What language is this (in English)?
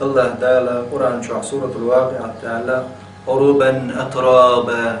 Chechen